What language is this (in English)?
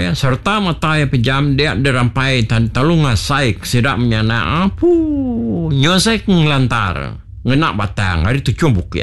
Iban